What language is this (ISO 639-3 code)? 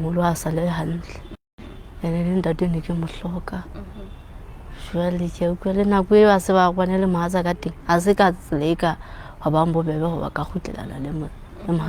sot